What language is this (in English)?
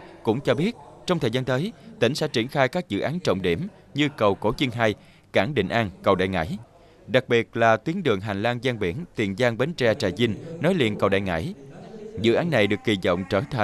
Vietnamese